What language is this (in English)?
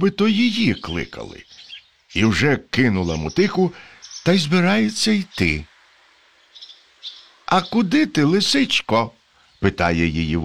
Ukrainian